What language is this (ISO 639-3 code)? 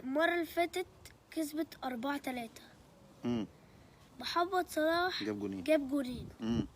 arz